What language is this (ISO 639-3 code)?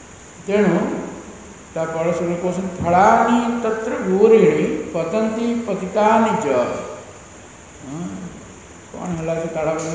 ori